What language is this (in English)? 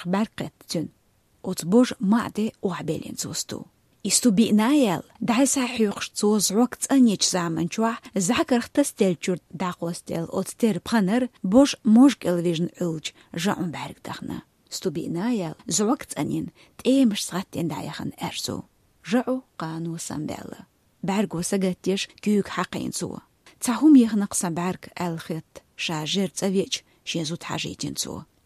Chechen